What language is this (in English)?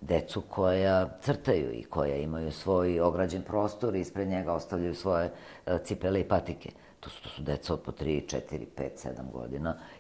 Serbian